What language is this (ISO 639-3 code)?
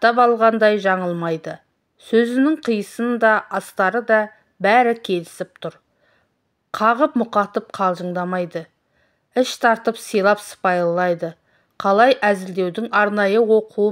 kaz